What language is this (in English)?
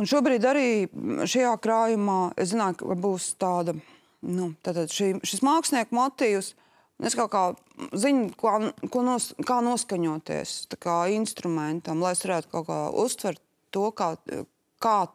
Latvian